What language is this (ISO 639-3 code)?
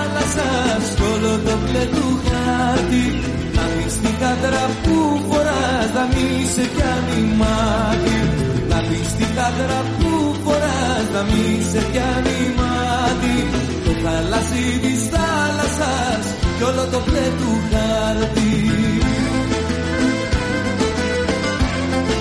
ell